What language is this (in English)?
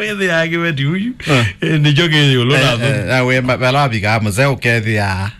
Kamba